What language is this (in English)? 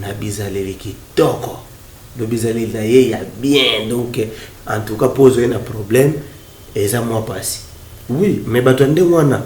Lingala